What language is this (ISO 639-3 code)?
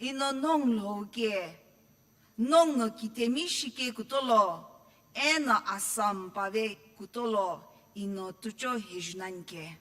nsm